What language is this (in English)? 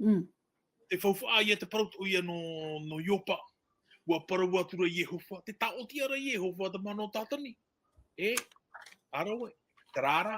Tahitian